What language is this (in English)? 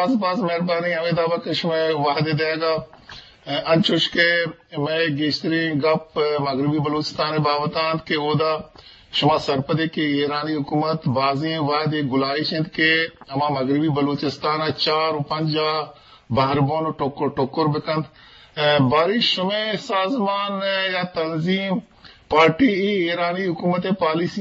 Eastern Balochi